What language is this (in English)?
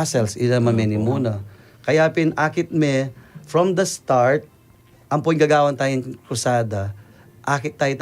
Pampanga